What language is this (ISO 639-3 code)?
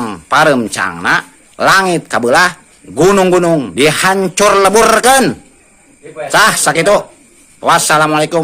sun